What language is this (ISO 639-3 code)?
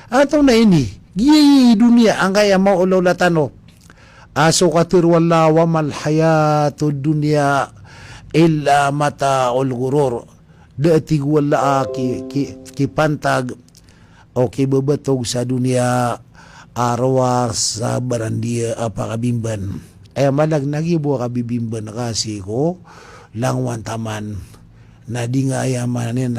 mrw